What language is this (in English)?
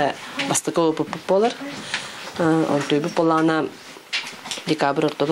Yakut